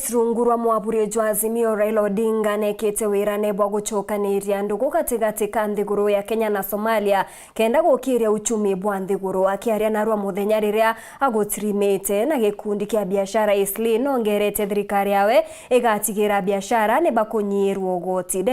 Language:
Meru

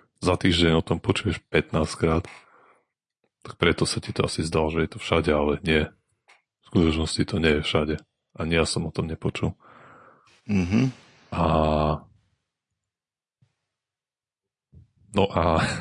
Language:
Slovak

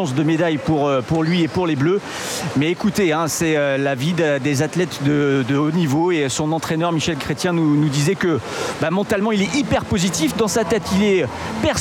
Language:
French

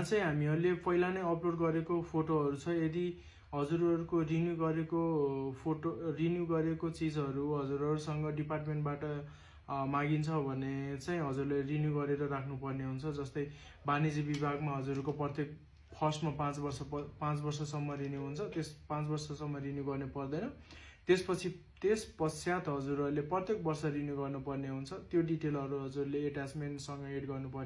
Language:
Nepali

